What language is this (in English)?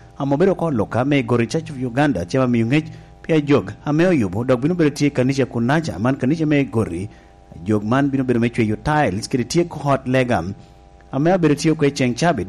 Lango (Uganda)